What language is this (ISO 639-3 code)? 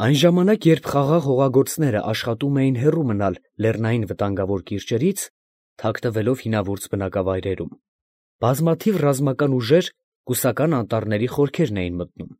hye